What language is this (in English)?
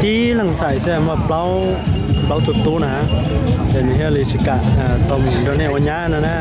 Hmong